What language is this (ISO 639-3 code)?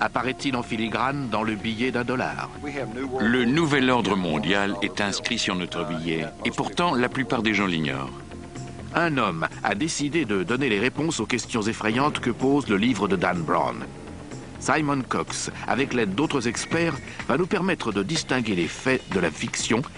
fra